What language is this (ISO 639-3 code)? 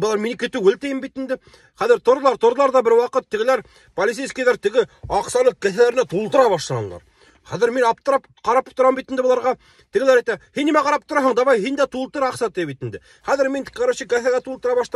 bak